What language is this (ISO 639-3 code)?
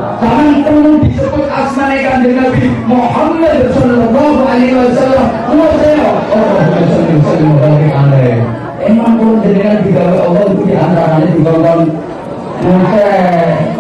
jav